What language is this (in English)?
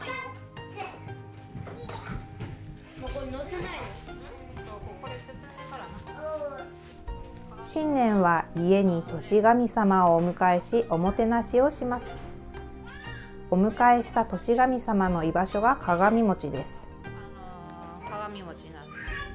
Japanese